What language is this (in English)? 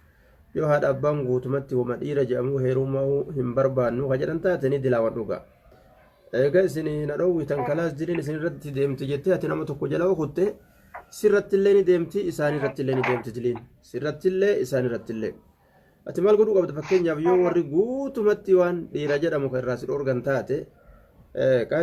Oromo